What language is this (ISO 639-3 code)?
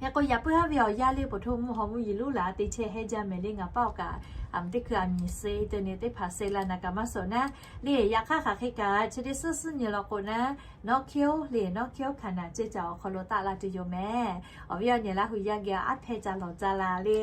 lhu